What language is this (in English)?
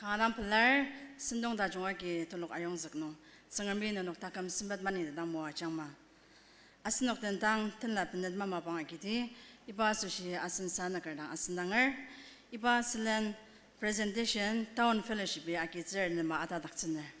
Ao Naga